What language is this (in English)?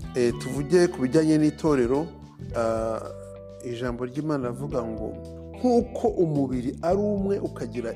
Kinyarwanda